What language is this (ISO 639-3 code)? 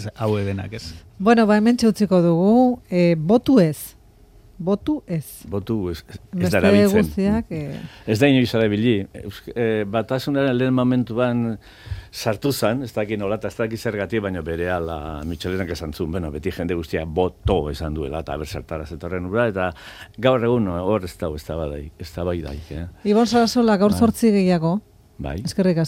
eus